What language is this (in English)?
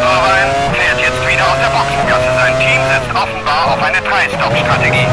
Bavarian